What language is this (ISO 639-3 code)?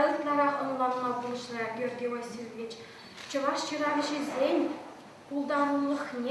chv